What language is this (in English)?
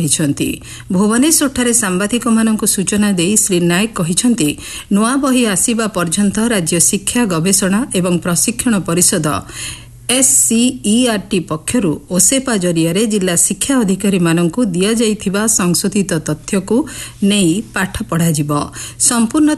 Odia